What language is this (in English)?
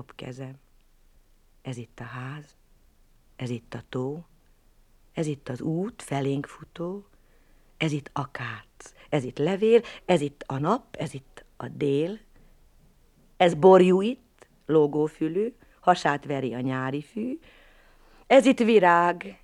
Hungarian